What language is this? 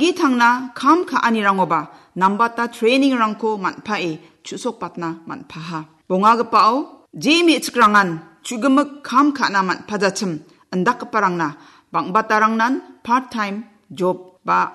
Garo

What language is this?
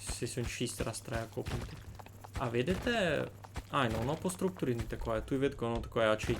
Rusyn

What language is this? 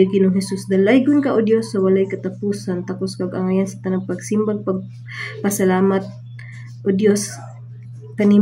Cebuano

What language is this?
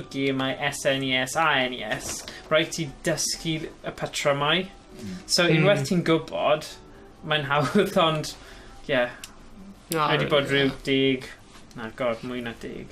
Welsh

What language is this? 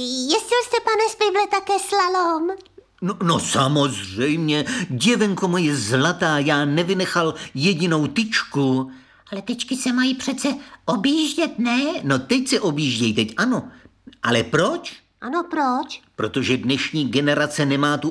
Czech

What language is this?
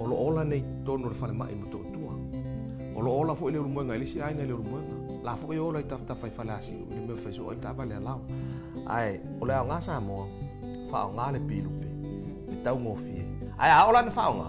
Samoan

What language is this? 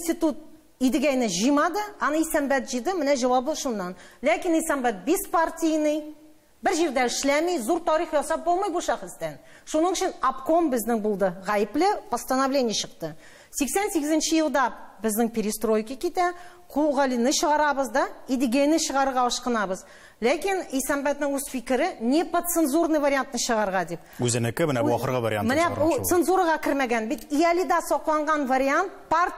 Tatar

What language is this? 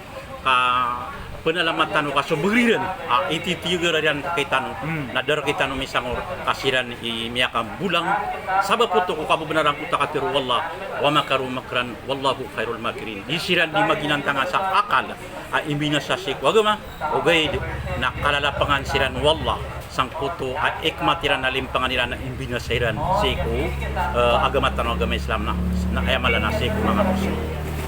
Maranao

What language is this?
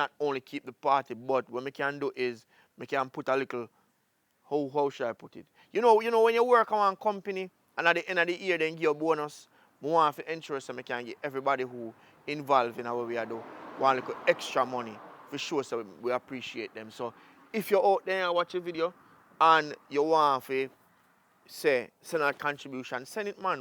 Jamaican Creole English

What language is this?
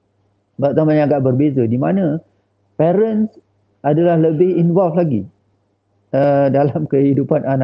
Malay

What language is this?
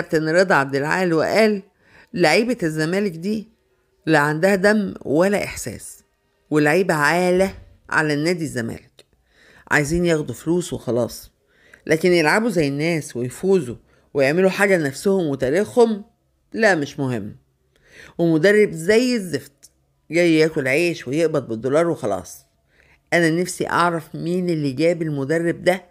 Egyptian Arabic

